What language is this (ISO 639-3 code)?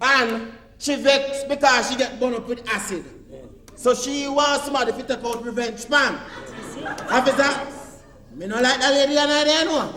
jam